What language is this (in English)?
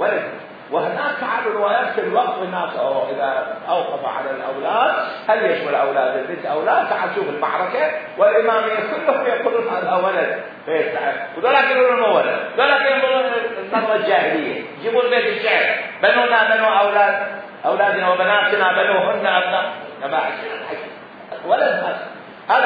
Mesopotamian Arabic